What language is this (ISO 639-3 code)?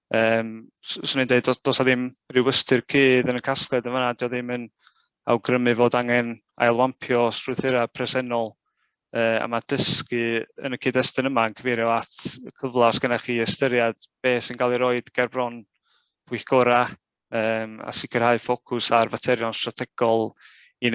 cym